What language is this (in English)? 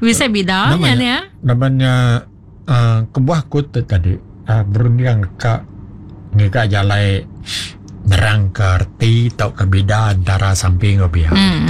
Iban